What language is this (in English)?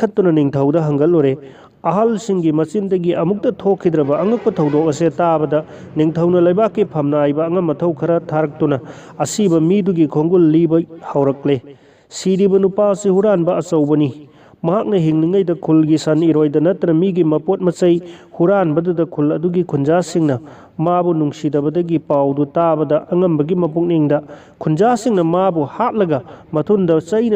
Manipuri